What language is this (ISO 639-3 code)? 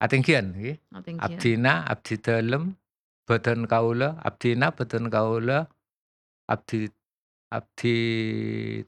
mad